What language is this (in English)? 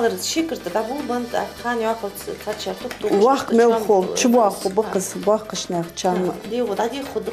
Ingush